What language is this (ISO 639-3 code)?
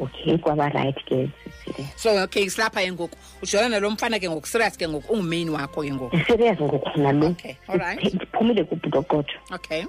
xho